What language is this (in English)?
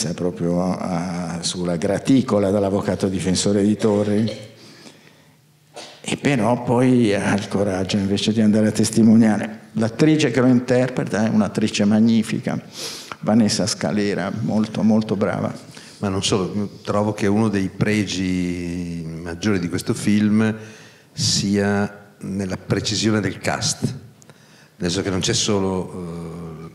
Italian